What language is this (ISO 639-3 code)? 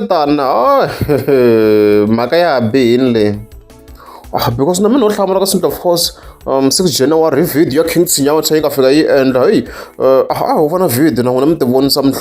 tso